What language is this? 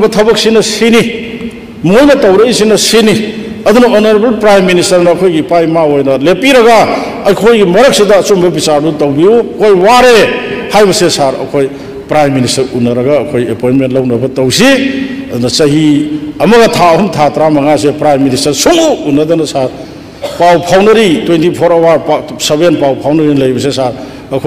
Manipuri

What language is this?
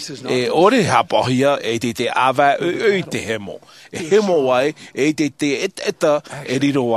Tahitian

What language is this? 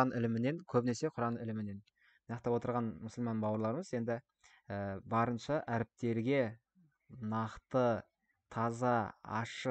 Kazakh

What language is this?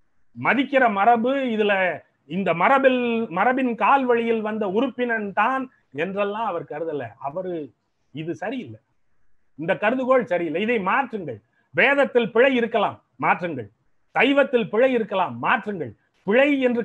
Tamil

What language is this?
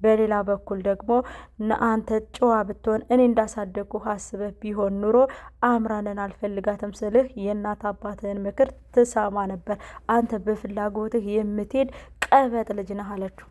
Amharic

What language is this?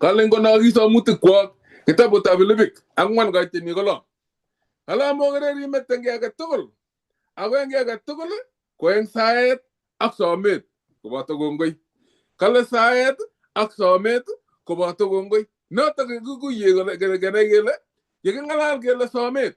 Kalenjin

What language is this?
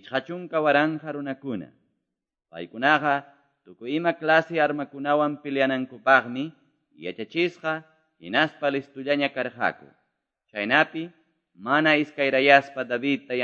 Quechua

